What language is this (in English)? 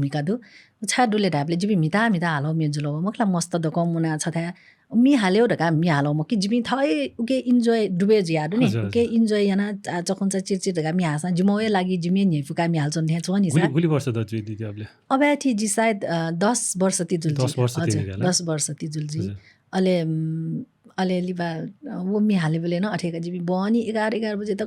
Newari